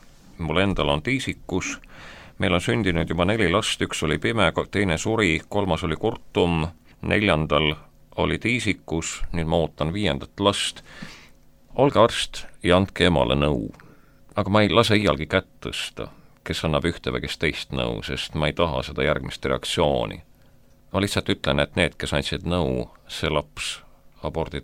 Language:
Estonian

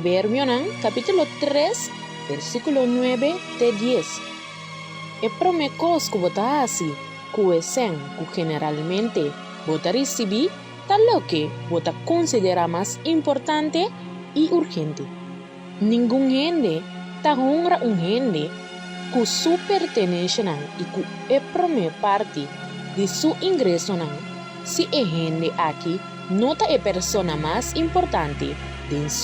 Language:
Papiamento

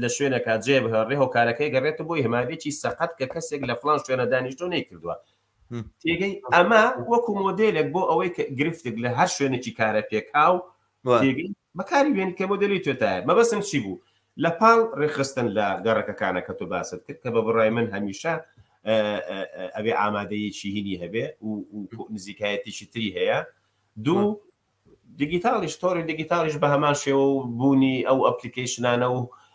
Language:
Central Kurdish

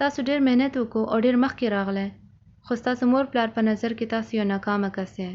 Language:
Pashto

